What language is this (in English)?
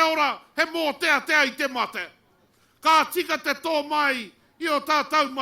Māori